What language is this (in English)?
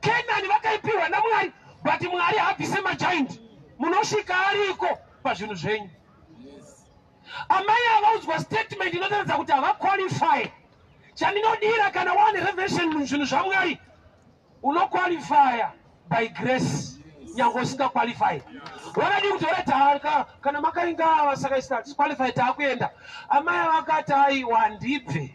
Shona